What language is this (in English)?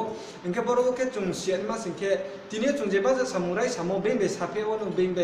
Riang (India)